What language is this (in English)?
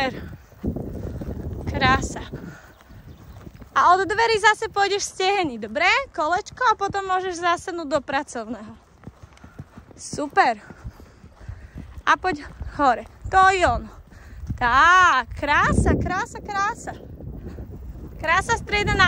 Slovak